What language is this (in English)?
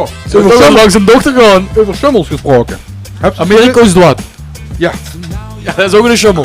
Limburgish